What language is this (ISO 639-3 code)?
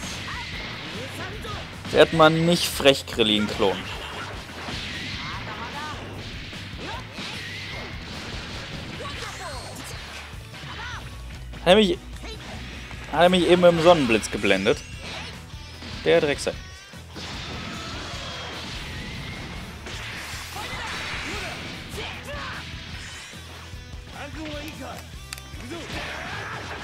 deu